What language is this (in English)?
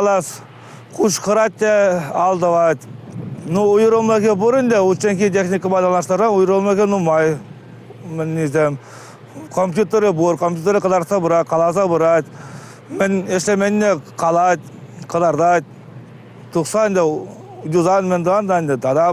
Chuvash